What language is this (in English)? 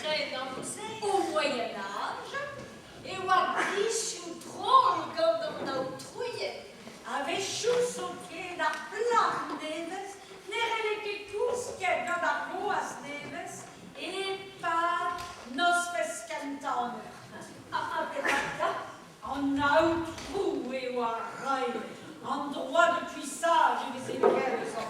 Breton